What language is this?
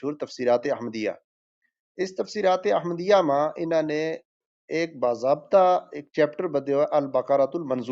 Gujari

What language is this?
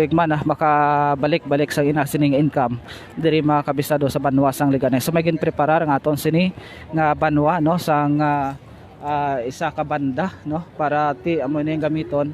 Hiligaynon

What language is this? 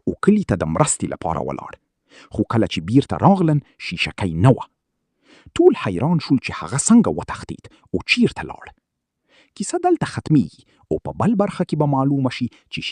Pashto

